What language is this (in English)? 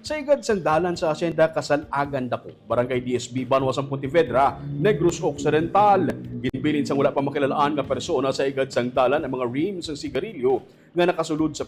Hiligaynon